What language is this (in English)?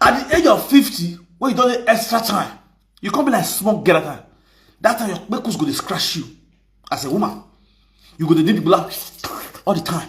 Nigerian Pidgin